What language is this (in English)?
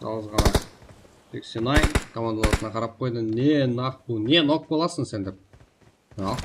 Kara-Kalpak